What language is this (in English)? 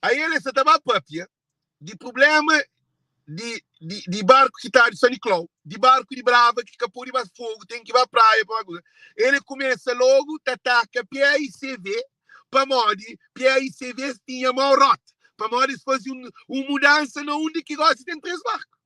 Kabuverdianu